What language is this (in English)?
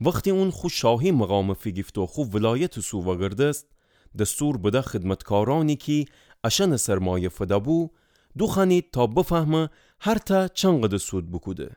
Gilaki